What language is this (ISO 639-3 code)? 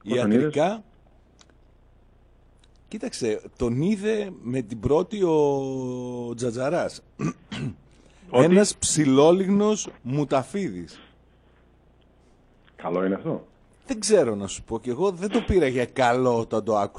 ell